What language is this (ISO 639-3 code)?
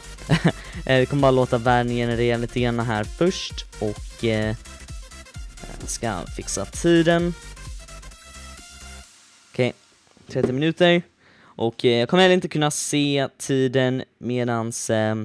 swe